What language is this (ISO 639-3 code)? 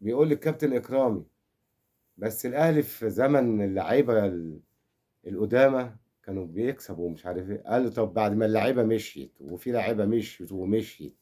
arz